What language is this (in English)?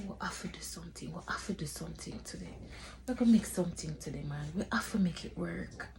Jamaican Creole English